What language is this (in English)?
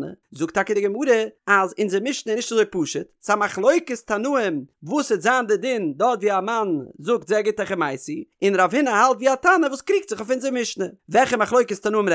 Yiddish